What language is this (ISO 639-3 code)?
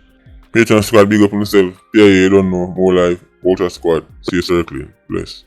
jam